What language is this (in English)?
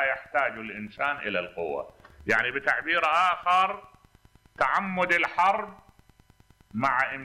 Mesopotamian Arabic